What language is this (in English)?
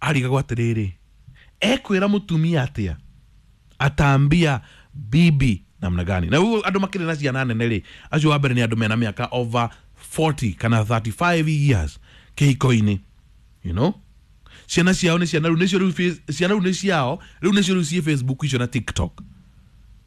Kikuyu